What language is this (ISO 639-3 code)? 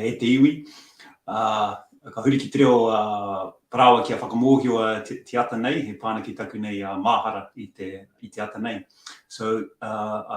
mri